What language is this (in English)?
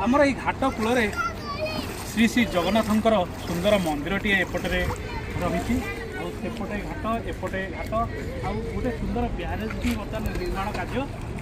Odia